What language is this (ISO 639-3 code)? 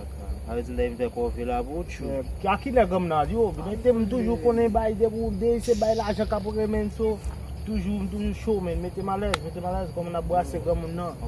hat